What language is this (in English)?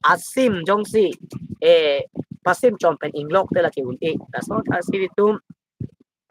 Karbi